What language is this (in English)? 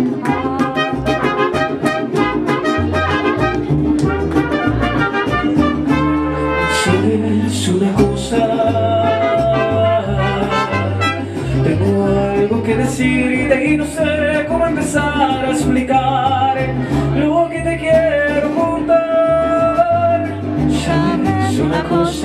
Spanish